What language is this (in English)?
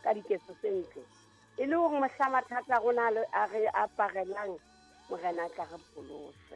Southern Sotho